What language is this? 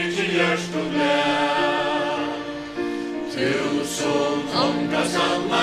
Faroese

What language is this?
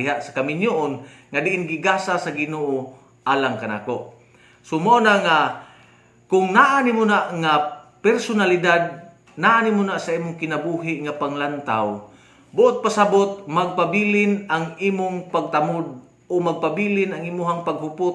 Cebuano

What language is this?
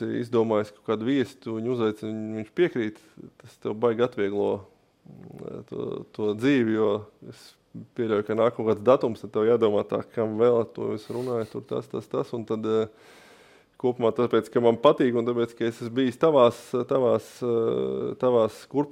Latvian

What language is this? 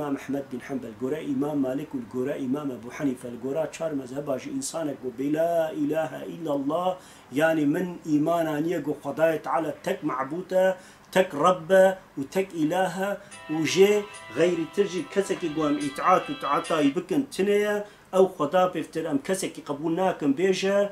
Kurdish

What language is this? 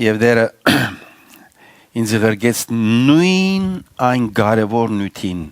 Western Armenian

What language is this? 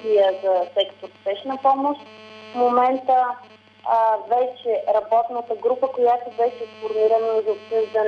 Bulgarian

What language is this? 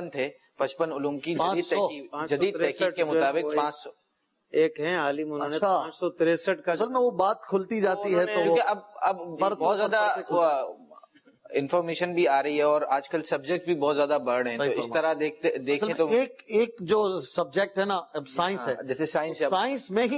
Urdu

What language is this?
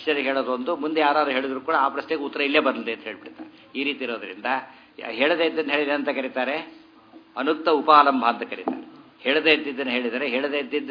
Kannada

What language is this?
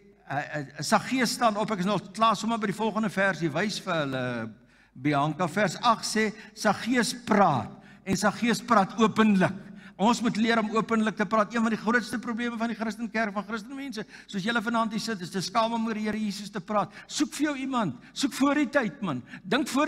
Afrikaans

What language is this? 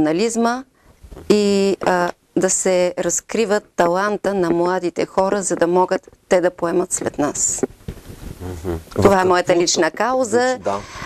Bulgarian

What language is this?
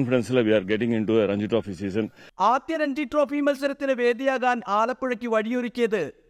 Malayalam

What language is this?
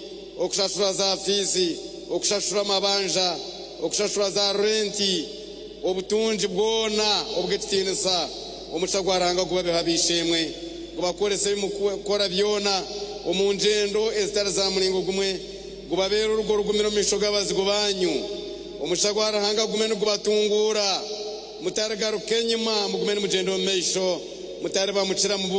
Nyankole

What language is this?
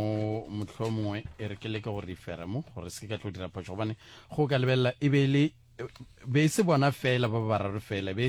Northern Sotho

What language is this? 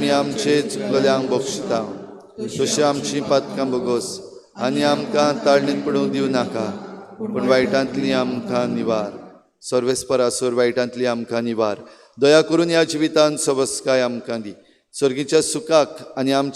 Konkani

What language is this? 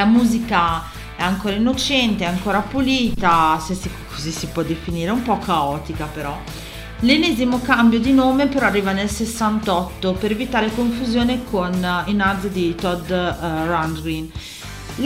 Italian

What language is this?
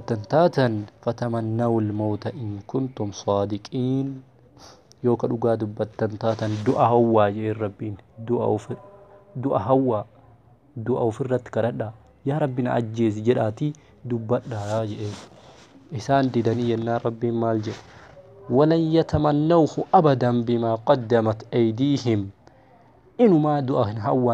Oromo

